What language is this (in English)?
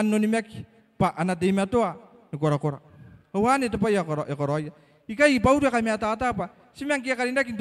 Gilbertese